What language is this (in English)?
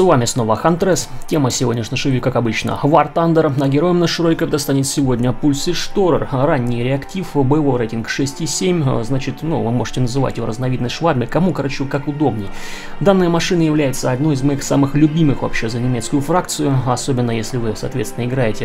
Russian